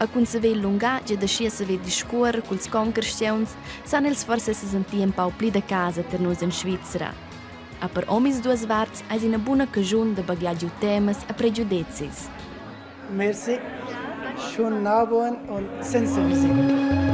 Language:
Romansh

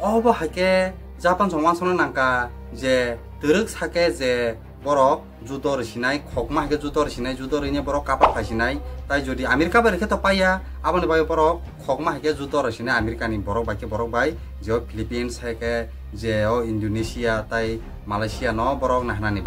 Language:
Kok Borok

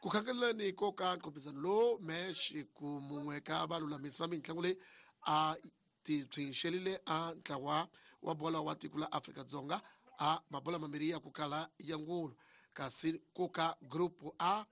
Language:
Tsonga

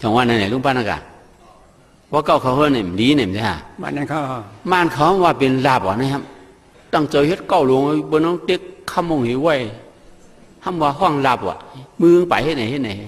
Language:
Shan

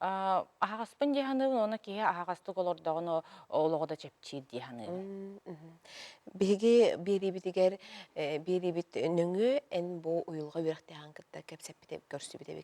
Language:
Yakut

